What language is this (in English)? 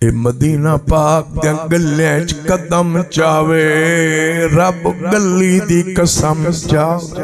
Saraiki